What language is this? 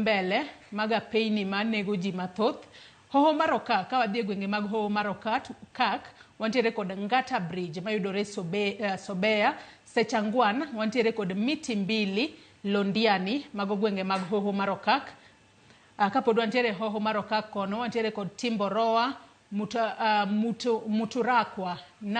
Luo (Kenya and Tanzania)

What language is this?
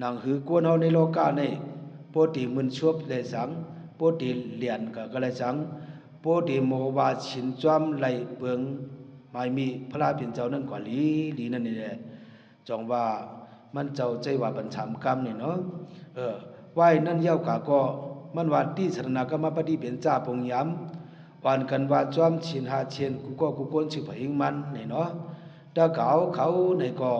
Shan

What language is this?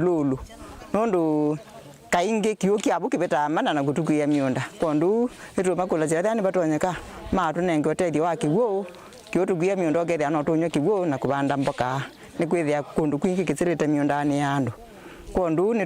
Kamba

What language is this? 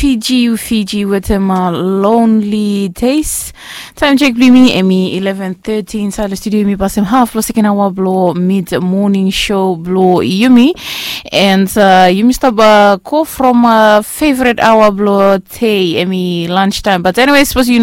Bislama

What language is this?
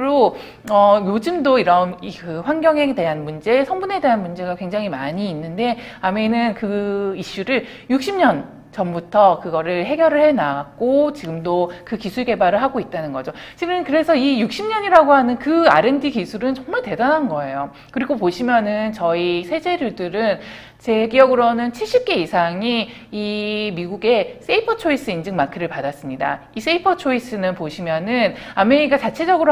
Korean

